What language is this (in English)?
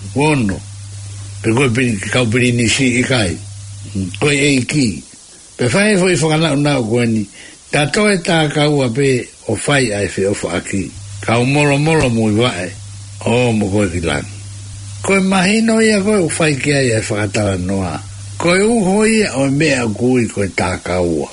Tongan